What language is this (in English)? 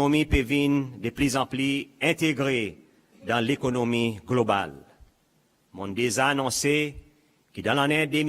Seselwa Creole French